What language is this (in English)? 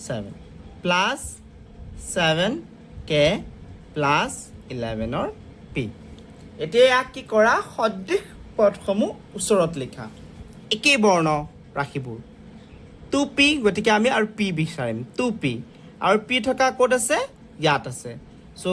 Assamese